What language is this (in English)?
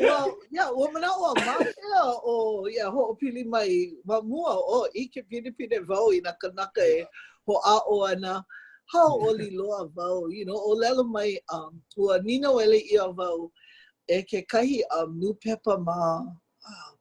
Hawaiian